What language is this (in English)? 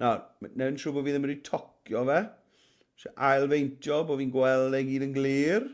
Welsh